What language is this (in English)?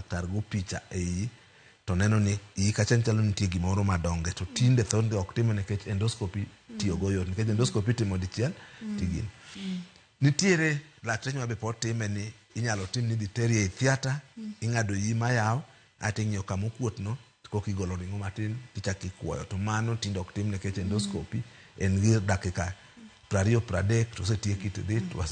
Luo (Kenya and Tanzania)